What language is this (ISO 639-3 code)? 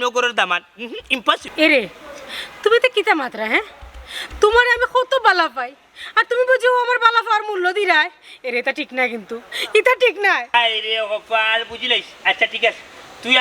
syl